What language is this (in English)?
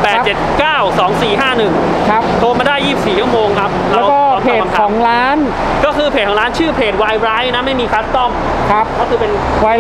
Thai